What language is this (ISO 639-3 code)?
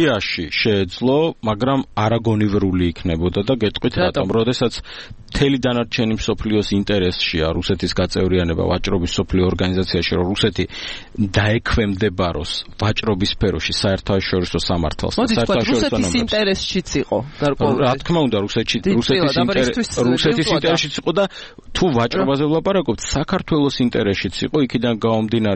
kat